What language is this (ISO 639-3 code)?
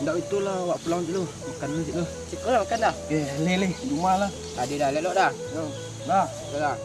min